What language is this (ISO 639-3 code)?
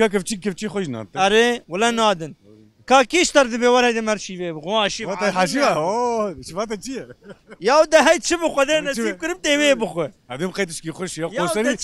kur